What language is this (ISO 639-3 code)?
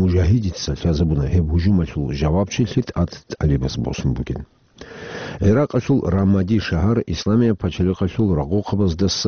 ava